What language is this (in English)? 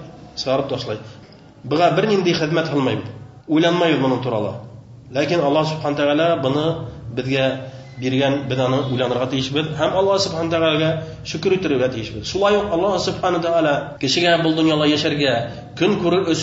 Bashkir